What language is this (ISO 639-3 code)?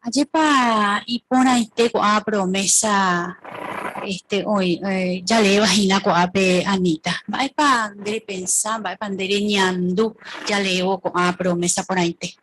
grn